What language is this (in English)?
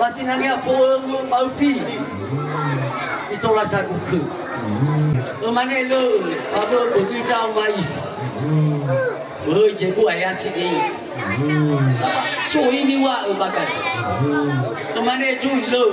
Nias